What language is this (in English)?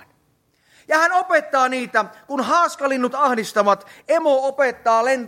Finnish